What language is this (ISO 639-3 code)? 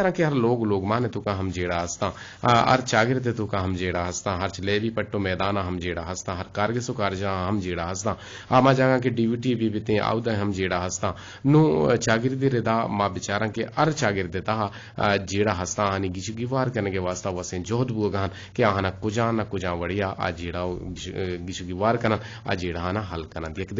bgp